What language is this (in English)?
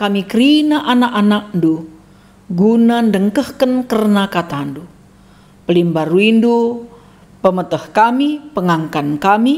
Batak Karo